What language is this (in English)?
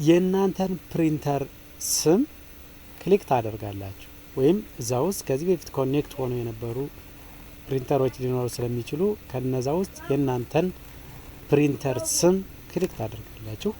Amharic